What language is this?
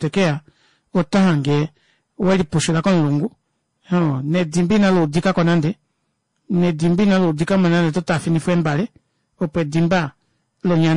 Kuanyama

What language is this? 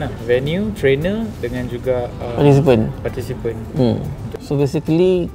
Malay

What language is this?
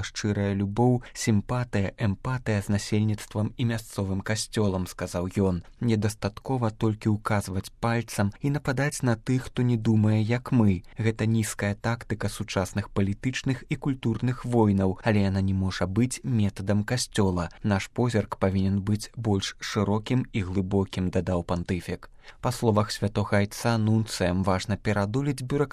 Belarusian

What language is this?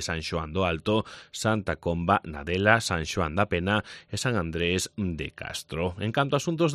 Galician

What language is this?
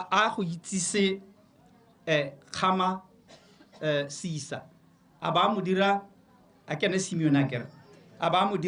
Tswana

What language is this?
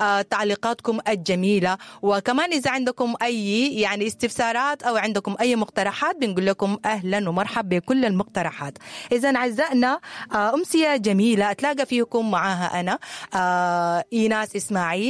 Sudanese Arabic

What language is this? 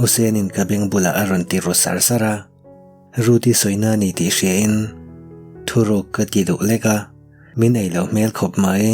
Mizo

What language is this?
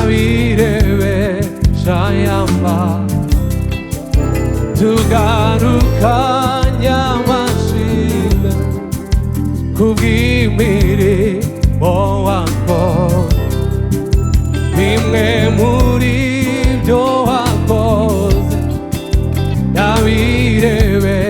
Kinyarwanda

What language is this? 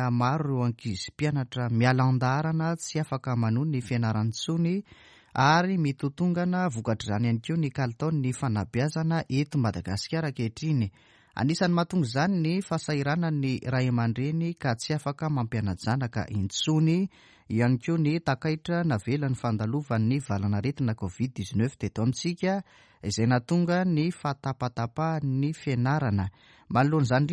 Malagasy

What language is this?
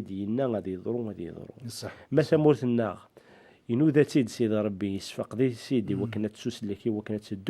Kabyle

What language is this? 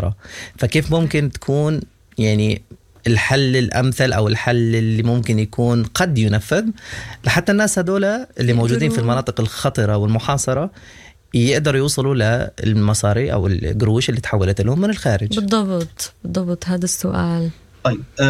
Sudanese Arabic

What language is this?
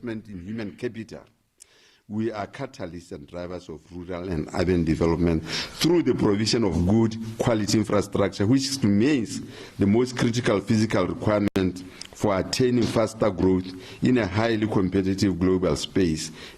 Tswana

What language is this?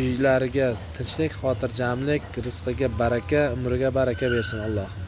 Uzbek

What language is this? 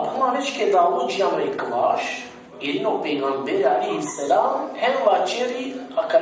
Balkan Romani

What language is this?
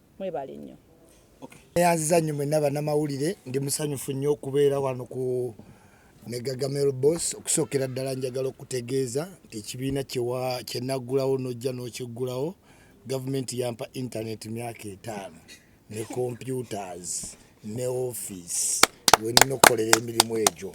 Ganda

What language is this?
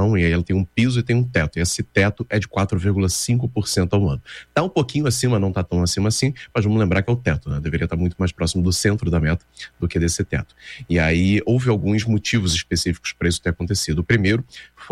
Portuguese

